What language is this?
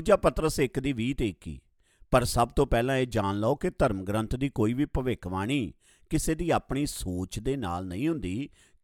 Punjabi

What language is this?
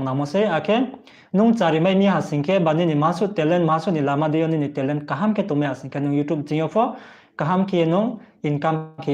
Riang (India)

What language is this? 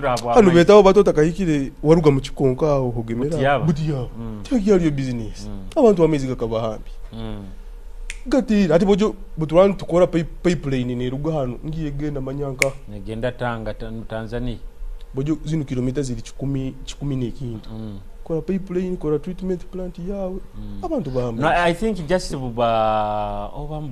Nyoro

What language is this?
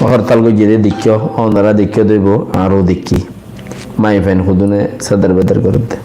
Rohingya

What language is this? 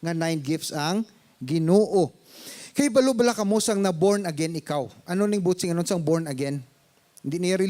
Hiligaynon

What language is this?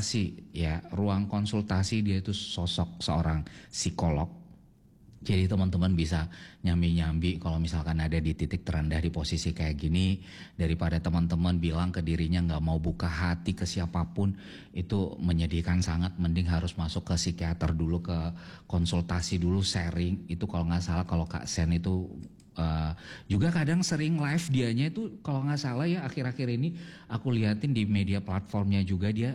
Indonesian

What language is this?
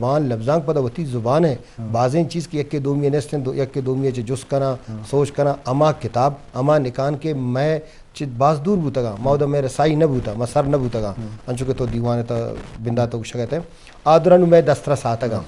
Eastern Balochi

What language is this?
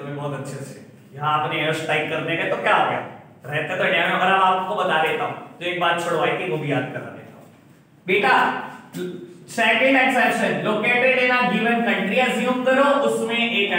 Hindi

